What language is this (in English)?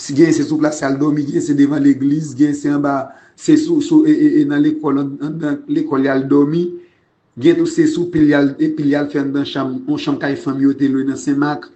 Haitian Creole